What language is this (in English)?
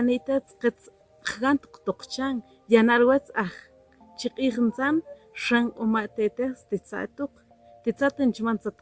Tektiteko